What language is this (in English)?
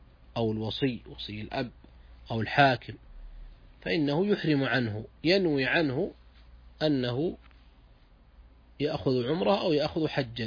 Arabic